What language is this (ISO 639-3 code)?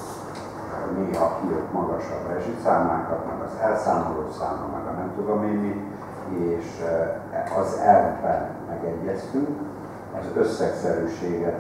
hun